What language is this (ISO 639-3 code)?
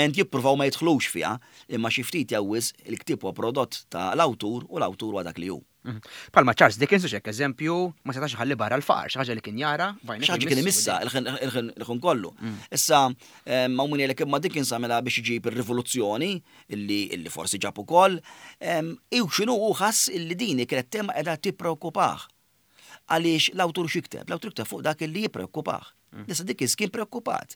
mlt